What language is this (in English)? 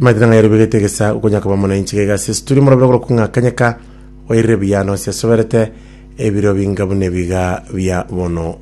Gusii